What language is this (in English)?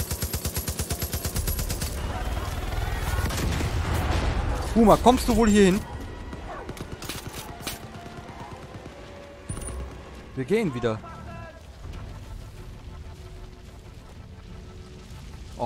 German